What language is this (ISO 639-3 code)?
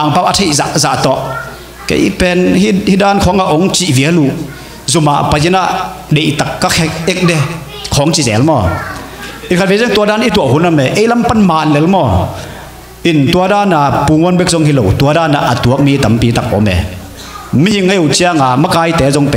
ctd